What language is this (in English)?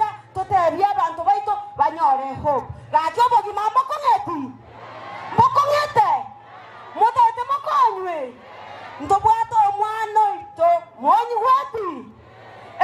Gusii